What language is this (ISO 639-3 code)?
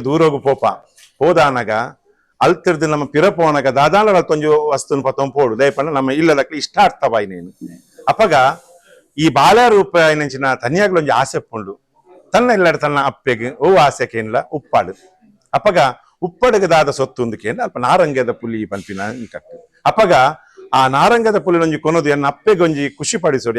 tcy